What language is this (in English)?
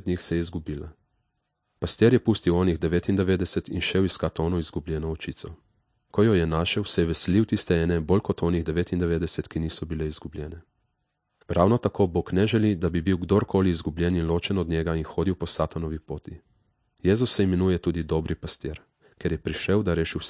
Slovenian